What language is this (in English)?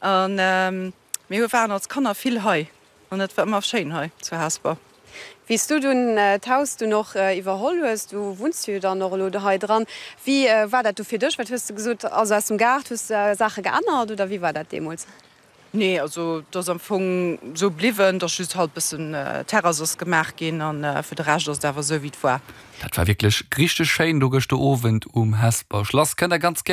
Luxembourgish